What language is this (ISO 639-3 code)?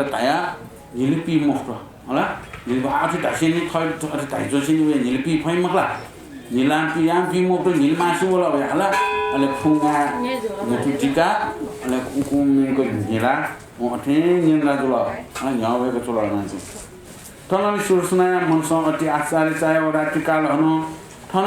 new